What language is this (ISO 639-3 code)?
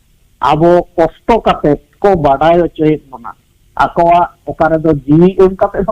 sat